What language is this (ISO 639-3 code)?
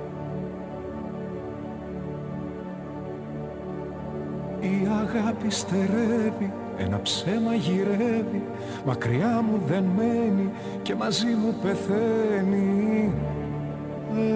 ell